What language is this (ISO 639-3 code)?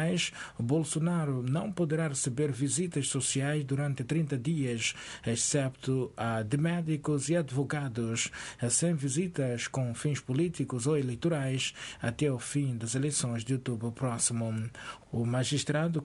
por